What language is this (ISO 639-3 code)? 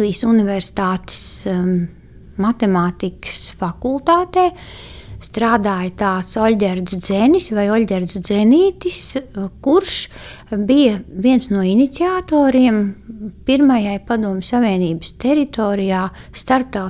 lav